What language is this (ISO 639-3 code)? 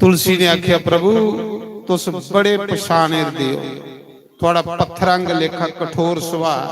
doi